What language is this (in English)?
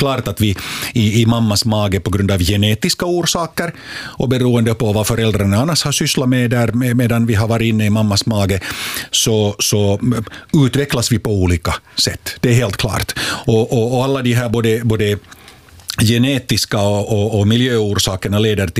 Swedish